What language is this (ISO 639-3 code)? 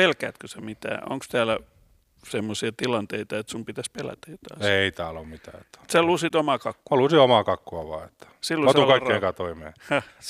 fin